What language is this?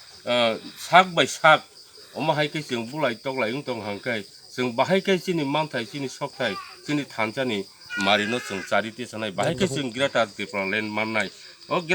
Kok Borok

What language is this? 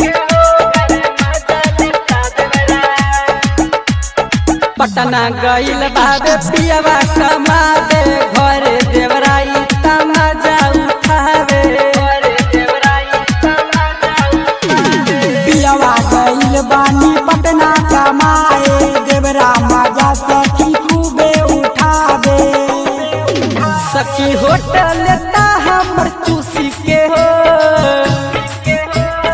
Bhojpuri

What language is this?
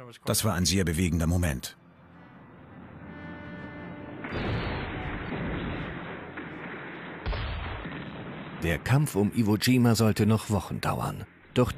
German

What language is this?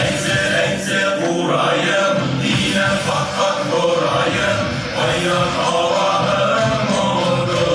Bashkir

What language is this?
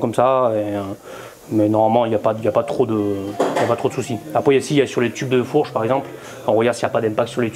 French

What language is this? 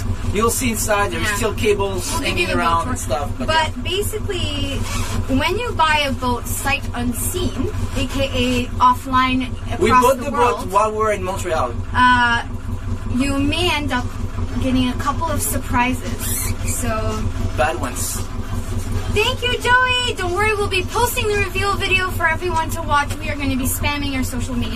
English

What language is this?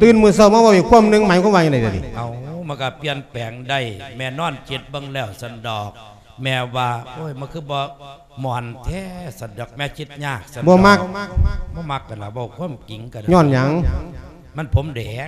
Lao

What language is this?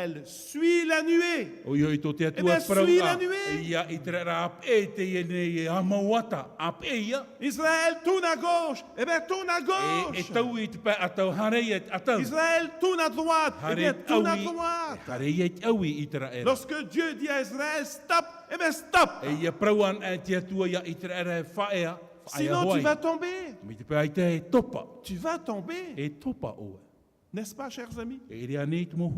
Tahitian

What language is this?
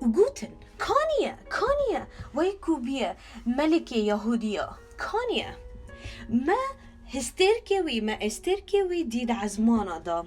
Kurdish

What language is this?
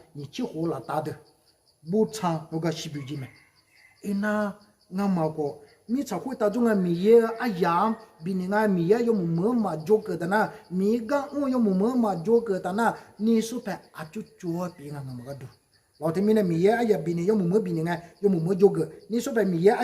Akha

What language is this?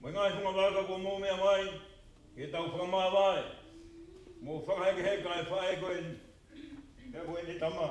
Tongan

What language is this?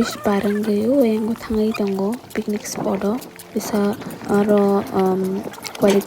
Kok Borok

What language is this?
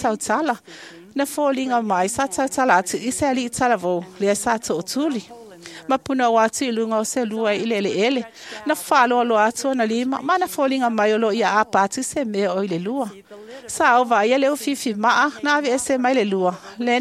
Samoan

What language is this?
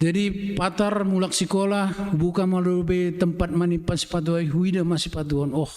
Batak Simalungun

